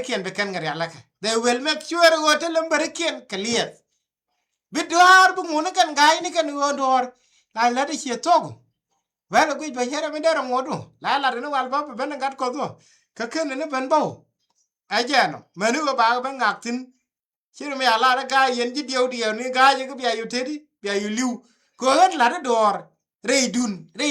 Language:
Nuer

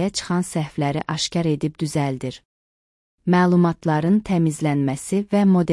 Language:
Azerbaijani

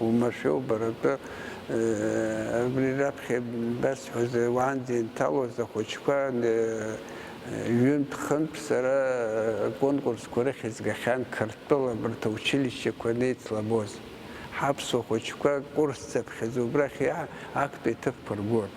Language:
Abkhazian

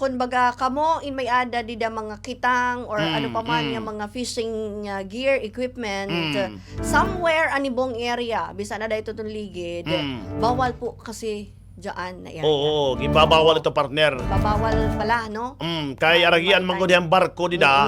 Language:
Waray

